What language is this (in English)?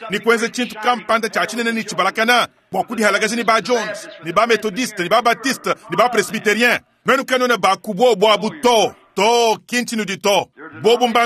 Luba-Lulua